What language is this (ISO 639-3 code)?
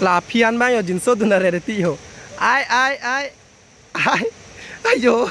mjw